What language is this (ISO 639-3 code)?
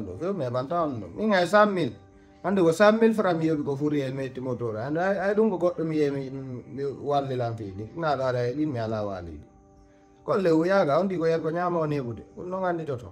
ful